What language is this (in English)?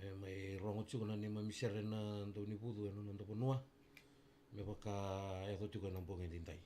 Fijian